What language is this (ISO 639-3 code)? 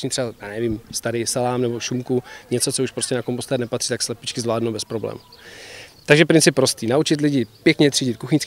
ces